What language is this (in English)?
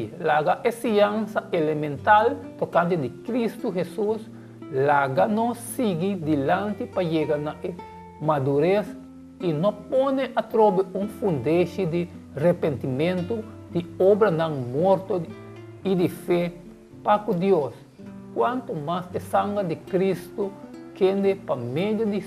Papiamento